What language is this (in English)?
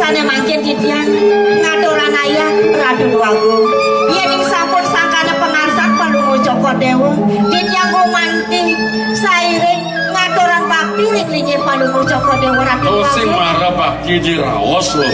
Balinese